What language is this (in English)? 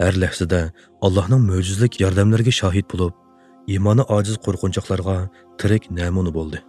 Uyghur